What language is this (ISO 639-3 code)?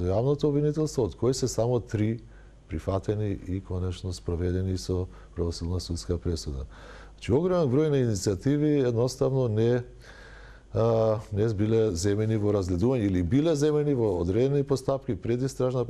mkd